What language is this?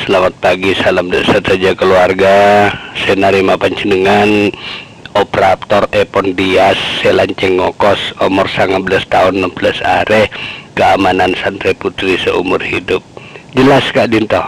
Madurese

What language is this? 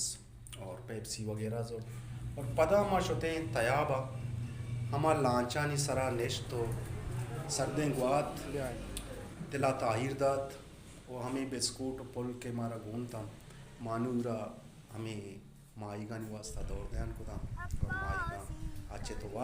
Baluchi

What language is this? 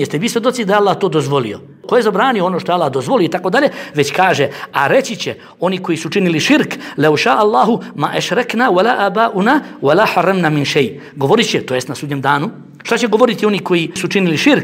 Bosnian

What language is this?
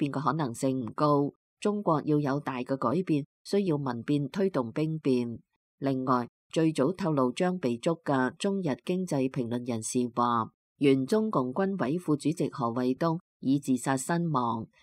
Cantonese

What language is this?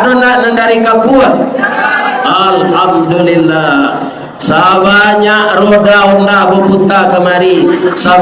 Minangkabau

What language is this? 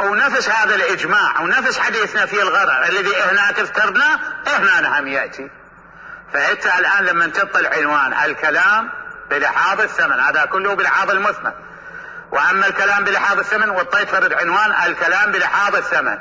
Mesopotamian Arabic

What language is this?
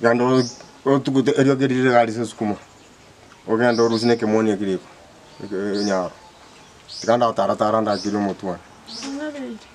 Gusii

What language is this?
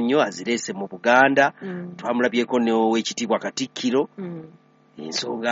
Ganda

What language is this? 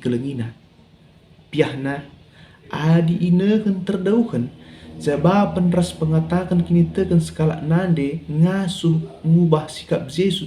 Batak Karo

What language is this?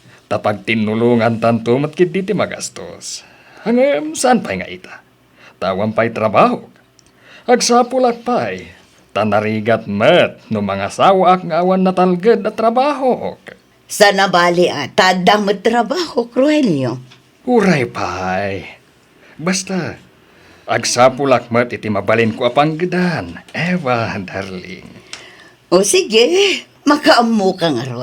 Iloko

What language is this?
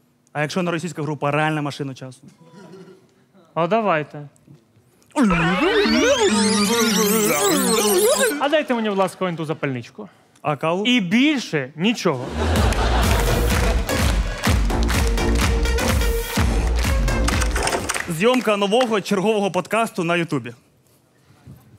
Ukrainian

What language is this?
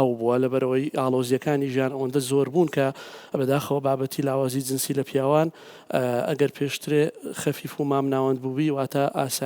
Central Kurdish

